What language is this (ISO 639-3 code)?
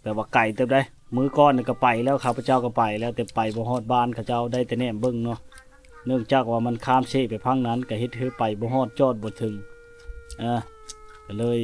lao